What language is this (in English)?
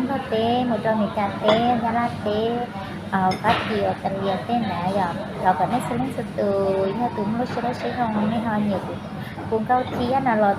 Hmong